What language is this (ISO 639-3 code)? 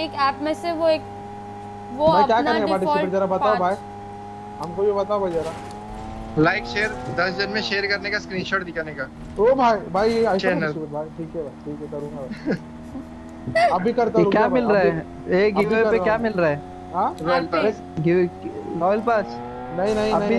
hin